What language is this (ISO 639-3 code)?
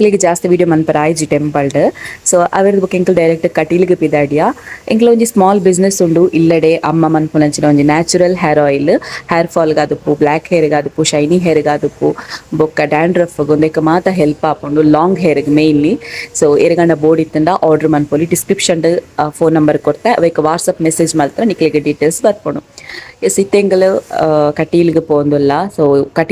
tcy